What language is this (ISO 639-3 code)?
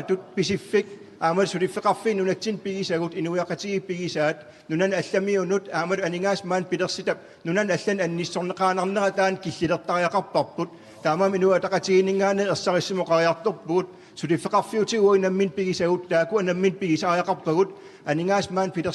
kal